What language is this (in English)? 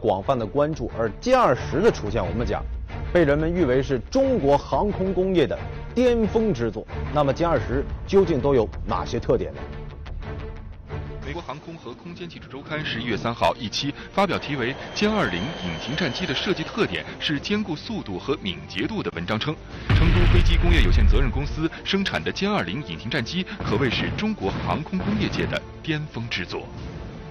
Chinese